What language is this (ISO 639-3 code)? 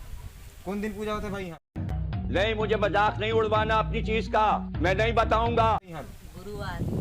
hne